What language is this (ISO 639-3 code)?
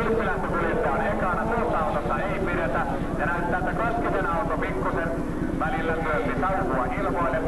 fin